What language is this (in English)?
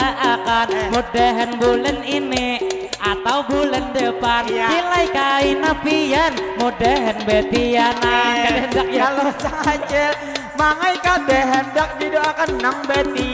Banjar